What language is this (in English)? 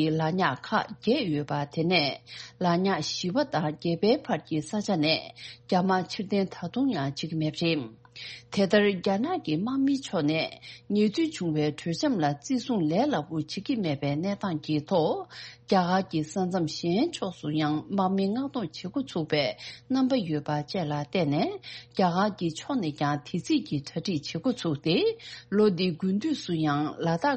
Tibetan